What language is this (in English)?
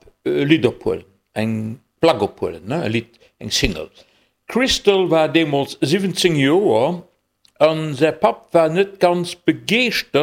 Luxembourgish